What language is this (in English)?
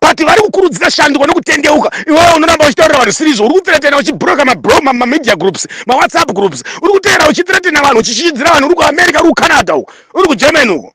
Shona